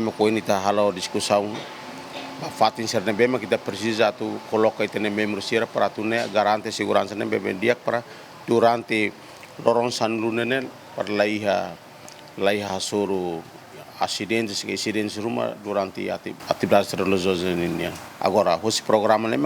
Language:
Tetum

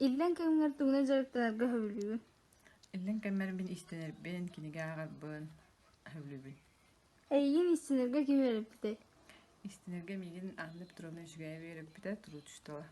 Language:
Yakut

